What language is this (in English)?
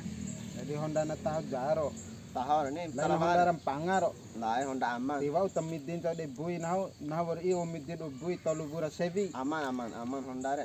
Bima